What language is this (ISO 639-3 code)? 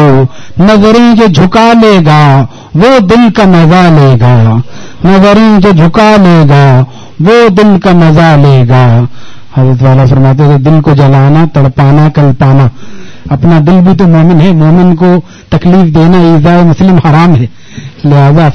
urd